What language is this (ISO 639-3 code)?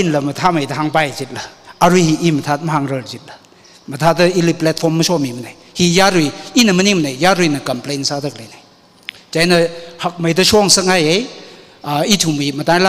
nmf